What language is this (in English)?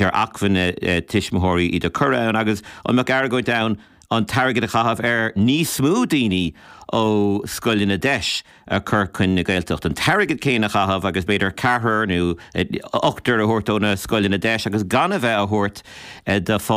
Irish